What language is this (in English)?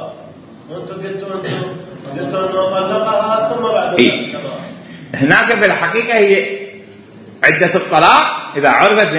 Mesopotamian Arabic